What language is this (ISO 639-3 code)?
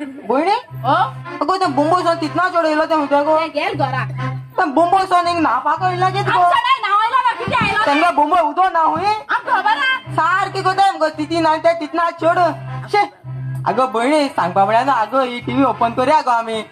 kok